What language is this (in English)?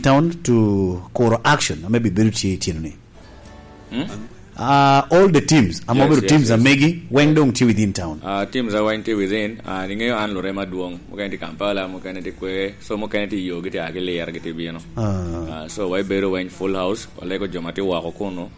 Lango (Uganda)